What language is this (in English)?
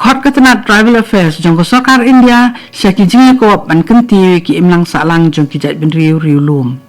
Khasi